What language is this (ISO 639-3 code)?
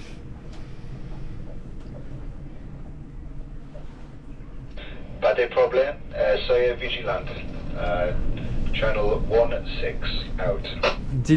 fra